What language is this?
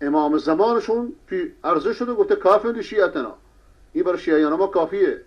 Persian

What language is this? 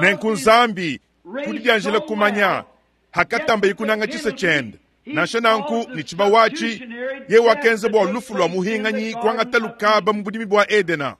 Luba-Lulua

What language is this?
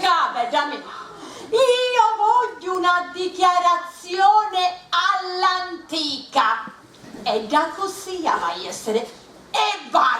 Sicilian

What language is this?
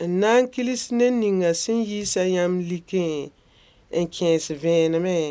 Mossi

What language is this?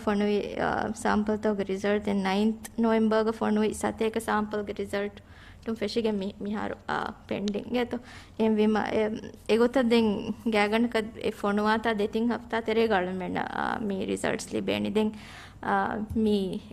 Divehi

